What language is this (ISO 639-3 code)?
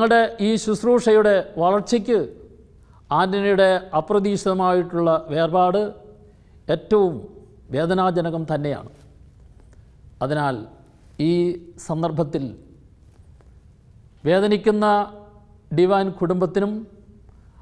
mal